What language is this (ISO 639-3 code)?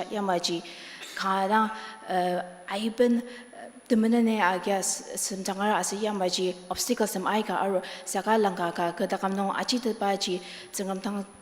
njo